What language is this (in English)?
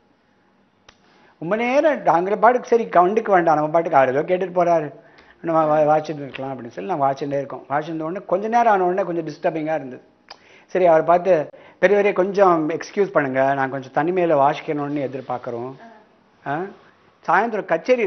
Tamil